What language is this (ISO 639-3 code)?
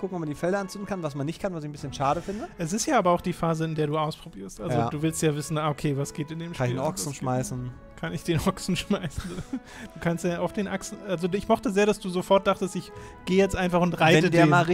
deu